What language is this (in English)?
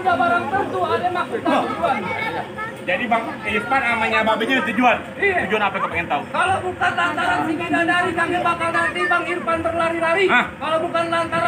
Betawi